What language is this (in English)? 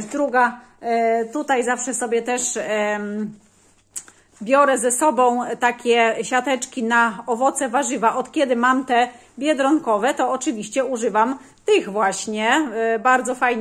Polish